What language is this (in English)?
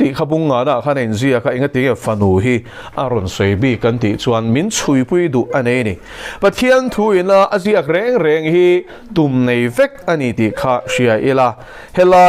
Mizo